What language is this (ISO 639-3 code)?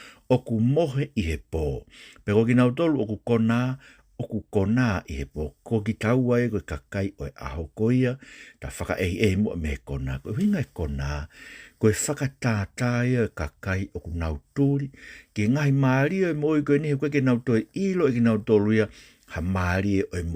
ton